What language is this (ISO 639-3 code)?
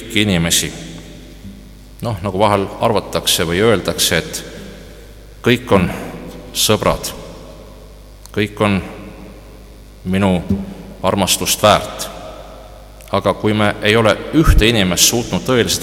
est